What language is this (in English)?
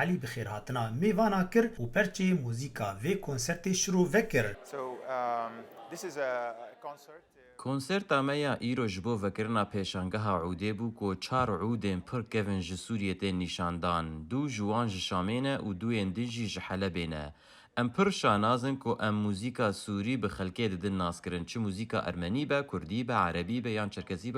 Kurdish